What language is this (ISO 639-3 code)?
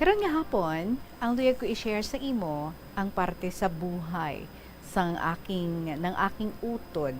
hil